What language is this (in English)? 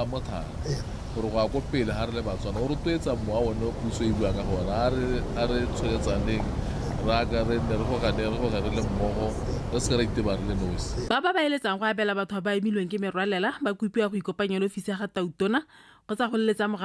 Tswana